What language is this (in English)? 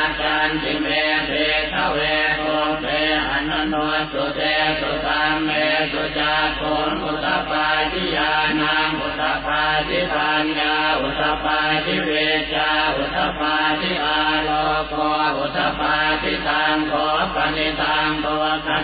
Pali